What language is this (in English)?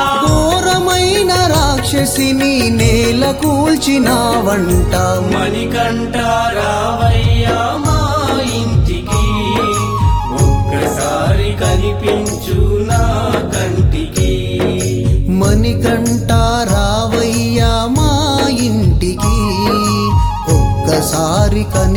Telugu